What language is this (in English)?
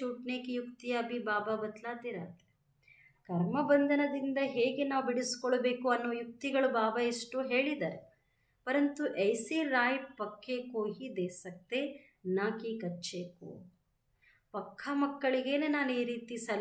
Kannada